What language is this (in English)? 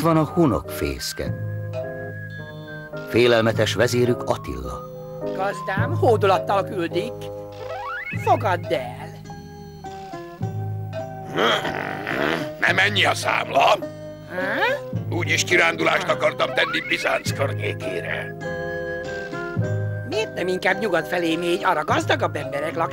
Hungarian